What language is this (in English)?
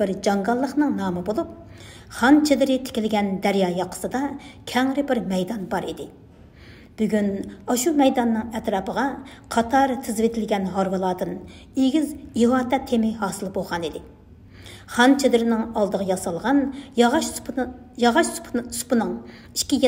Uyghur